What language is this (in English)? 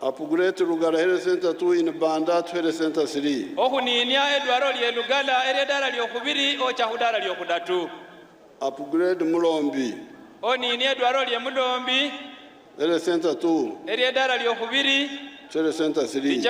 Nyankole